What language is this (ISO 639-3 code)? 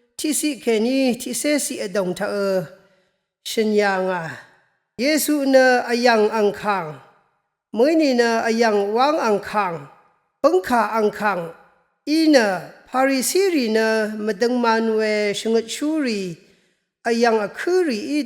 raw